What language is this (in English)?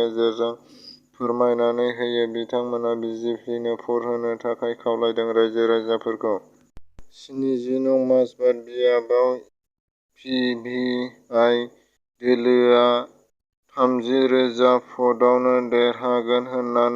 Bodo